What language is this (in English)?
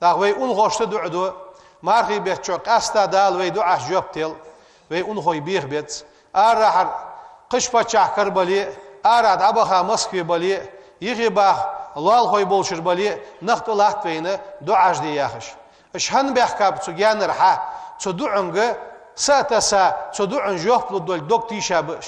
Ingush